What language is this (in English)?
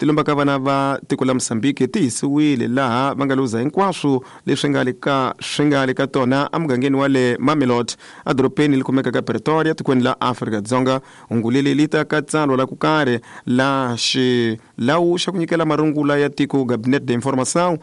Tsonga